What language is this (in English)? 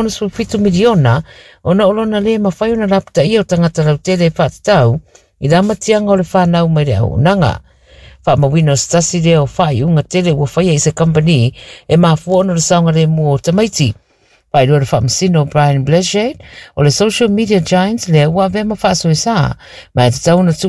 Samoan